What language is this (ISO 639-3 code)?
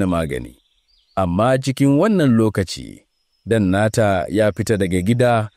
hau